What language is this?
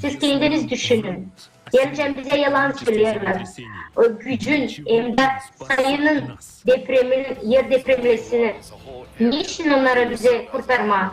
Gagauz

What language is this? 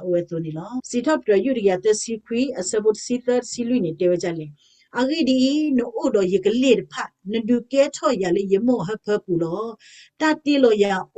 S'gaw Karen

